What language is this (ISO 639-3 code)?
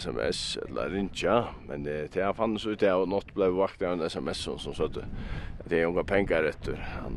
fao